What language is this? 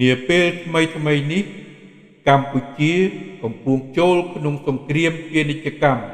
Khmer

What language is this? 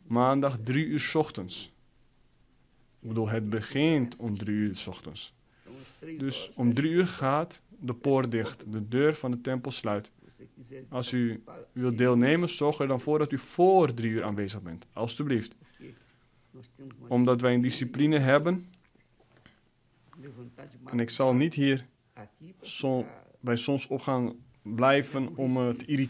Dutch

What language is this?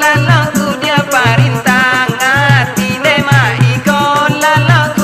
Minangkabau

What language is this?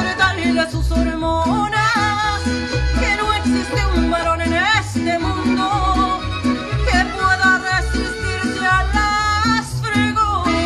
Spanish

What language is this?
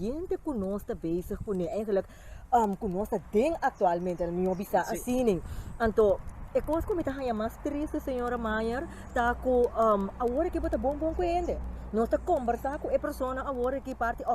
Papiamento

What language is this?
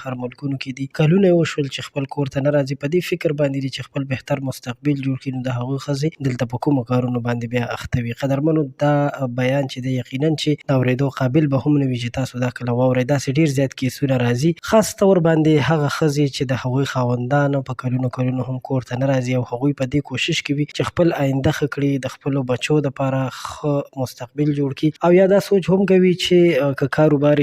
Pashto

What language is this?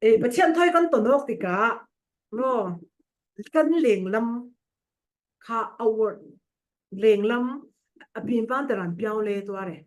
Falam Chin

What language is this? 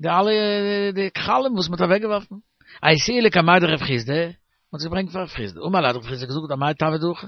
Yiddish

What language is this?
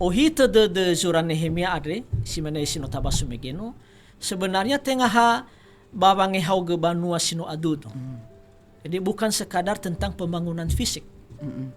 Nias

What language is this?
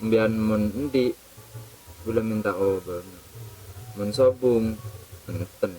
Madurese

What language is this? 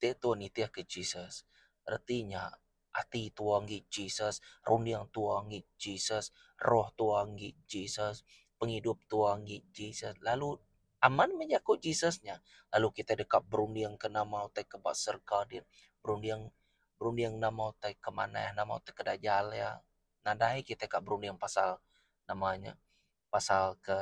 Iban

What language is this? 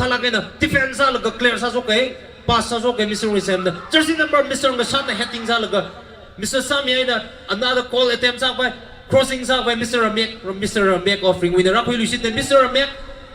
Tangkhul Naga (India)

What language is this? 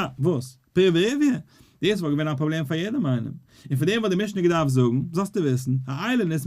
Yiddish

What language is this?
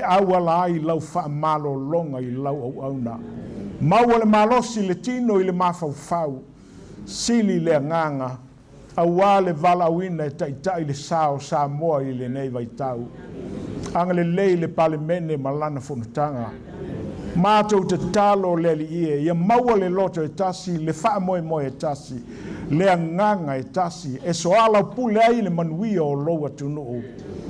Samoan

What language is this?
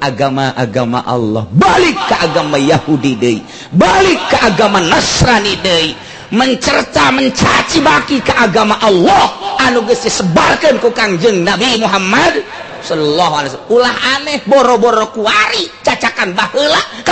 Sundanese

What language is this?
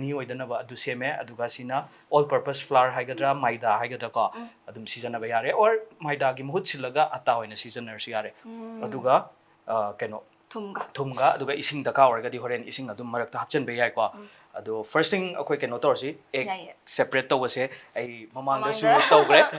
Manipuri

